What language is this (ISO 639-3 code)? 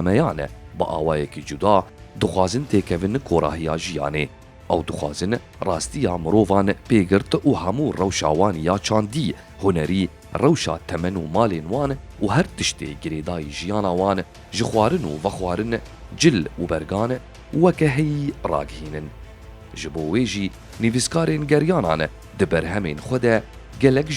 kur